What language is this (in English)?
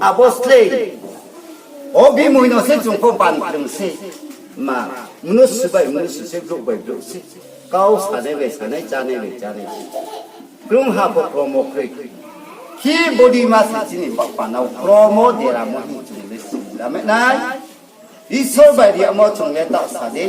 Riang (India)